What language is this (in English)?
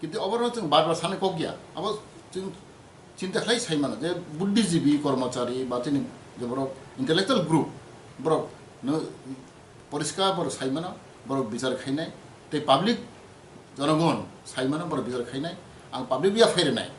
Kok Borok